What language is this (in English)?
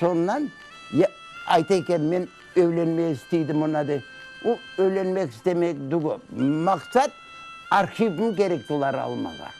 Crimean Tatar